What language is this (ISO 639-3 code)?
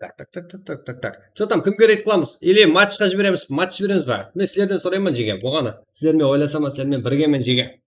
kaa